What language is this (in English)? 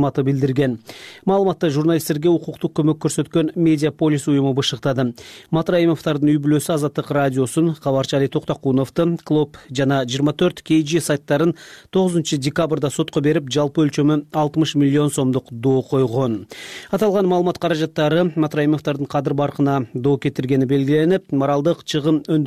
Kyrgyz